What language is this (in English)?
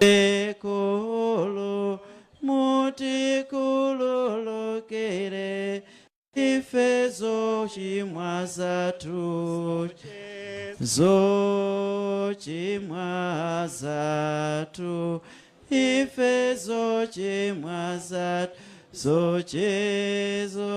Nyanja